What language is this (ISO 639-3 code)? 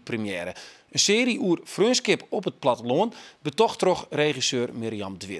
fry